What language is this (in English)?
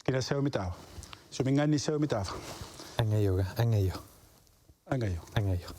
Kalaallisut